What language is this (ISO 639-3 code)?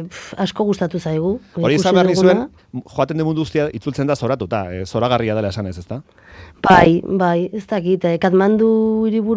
eus